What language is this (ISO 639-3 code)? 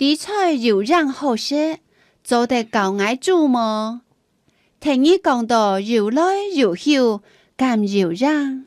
hak